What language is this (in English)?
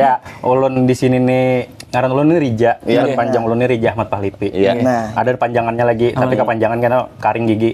Banjar